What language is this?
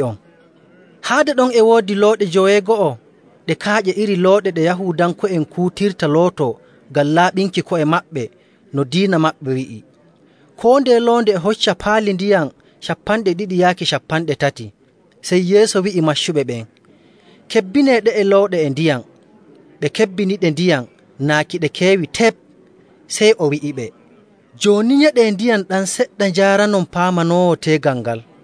Nigerian Fulfulde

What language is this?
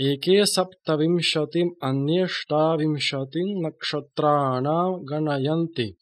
Sanskrit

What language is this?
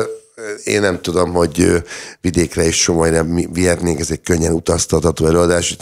Hungarian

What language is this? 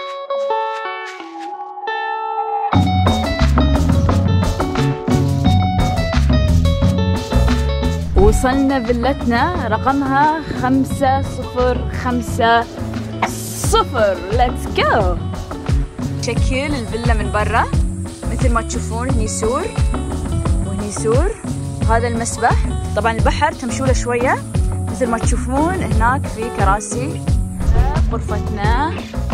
Gulf Arabic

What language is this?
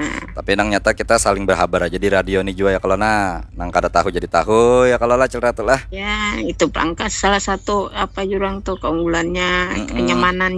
Banjar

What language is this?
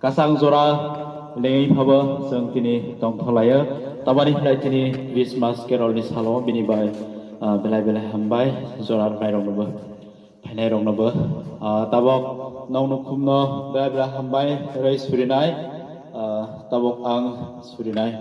Kok Borok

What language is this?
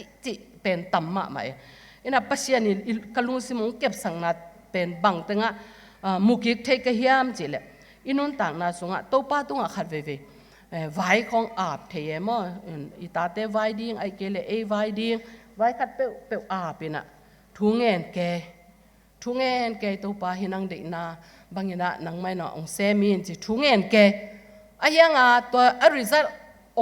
Tedim Chin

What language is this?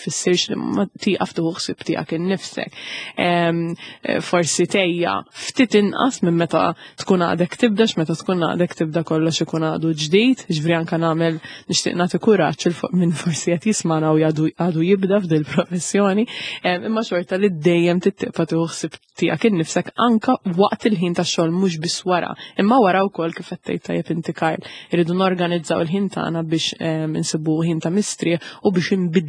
Maltese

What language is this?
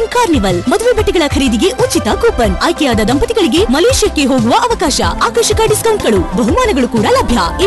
Kannada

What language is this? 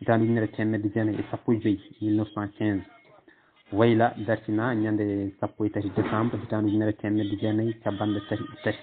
Fula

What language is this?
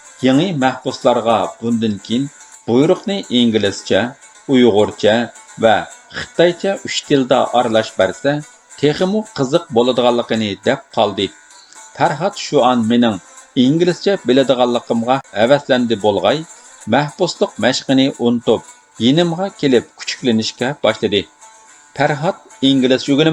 Uyghur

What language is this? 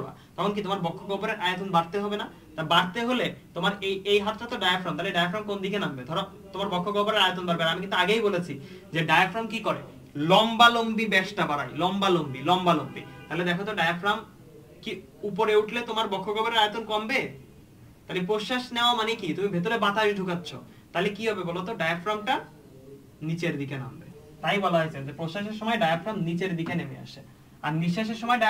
Bangla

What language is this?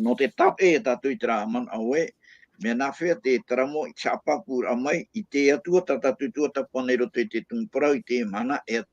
Tahitian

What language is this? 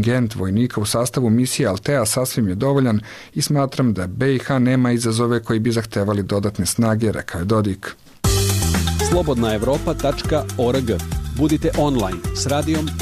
Serbian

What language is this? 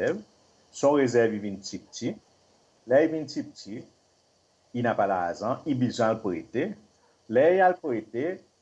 Seselwa Creole French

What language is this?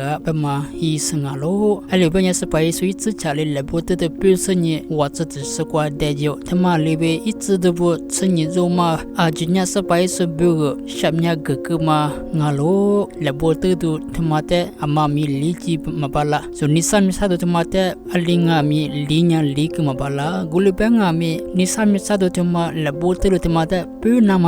Lisu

